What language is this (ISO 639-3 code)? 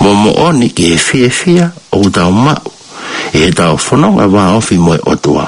ton